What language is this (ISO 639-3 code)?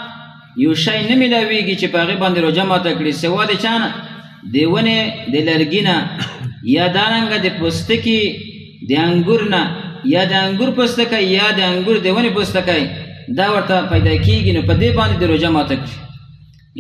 pus